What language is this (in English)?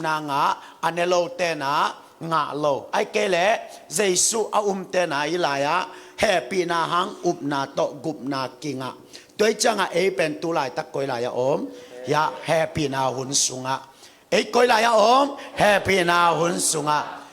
Tedim Chin